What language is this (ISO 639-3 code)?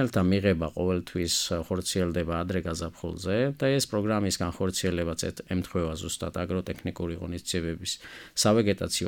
kat